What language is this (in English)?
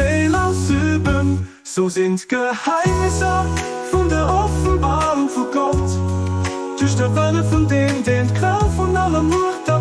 Luxembourgish